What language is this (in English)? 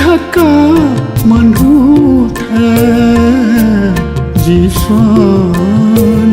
Newari